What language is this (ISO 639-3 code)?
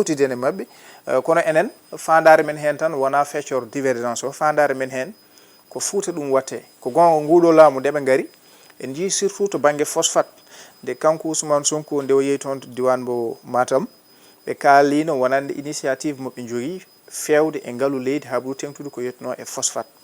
ful